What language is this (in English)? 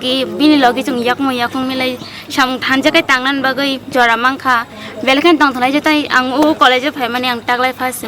Kok Borok